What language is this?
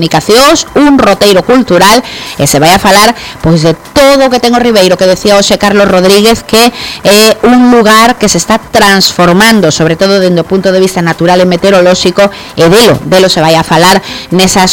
Galician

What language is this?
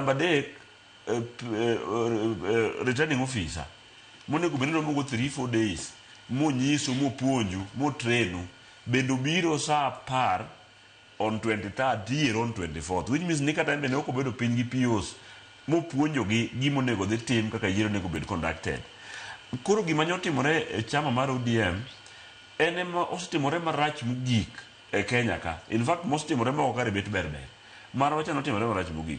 Luo (Kenya and Tanzania)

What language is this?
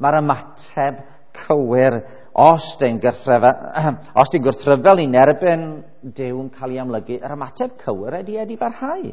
Welsh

